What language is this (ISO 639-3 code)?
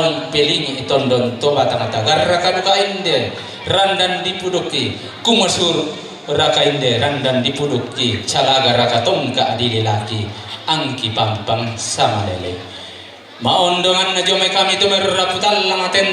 sda